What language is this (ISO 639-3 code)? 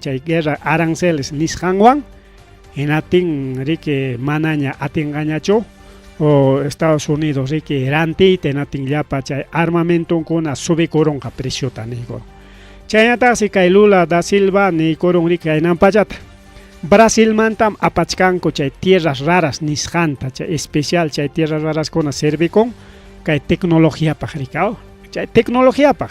quy